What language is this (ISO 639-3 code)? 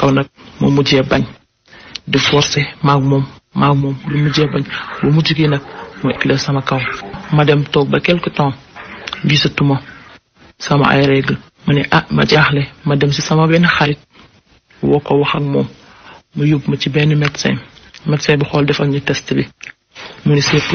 wol